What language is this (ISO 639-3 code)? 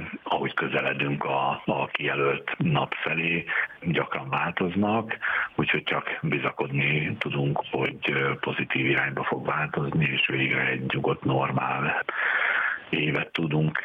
hun